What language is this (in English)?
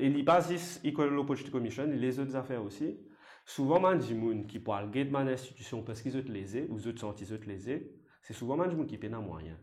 Morisyen